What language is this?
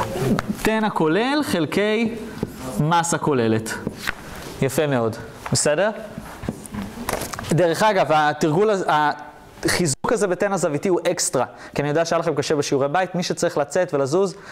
Hebrew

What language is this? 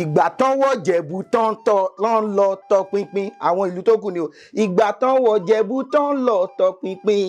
Yoruba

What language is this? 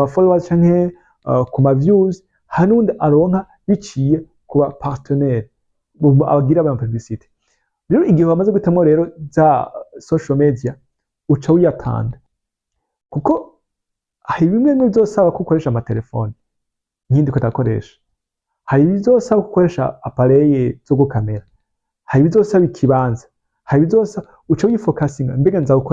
Rundi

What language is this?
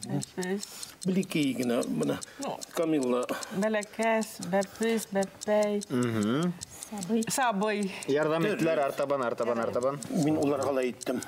Bashkir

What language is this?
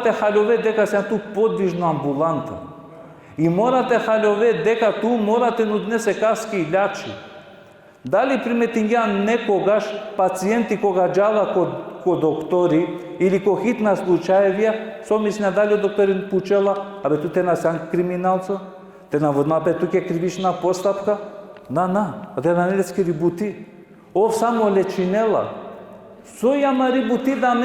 Balkan Romani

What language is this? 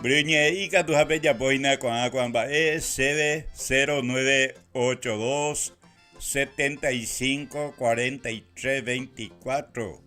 Guarani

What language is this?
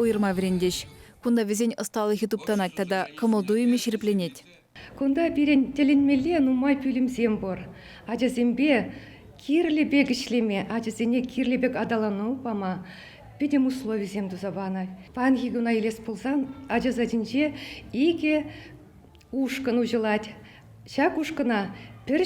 Chuvash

